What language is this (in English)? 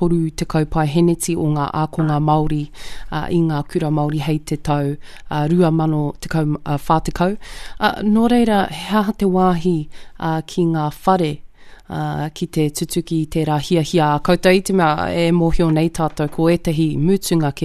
Māori